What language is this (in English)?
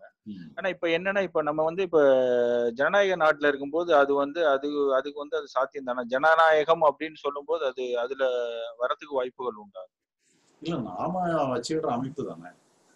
Tamil